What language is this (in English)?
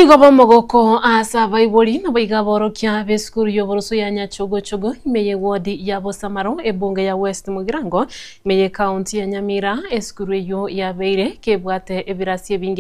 Gusii